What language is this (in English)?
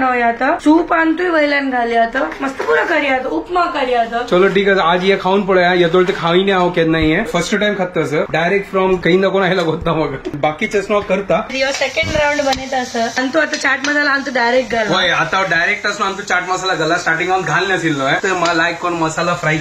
Konkani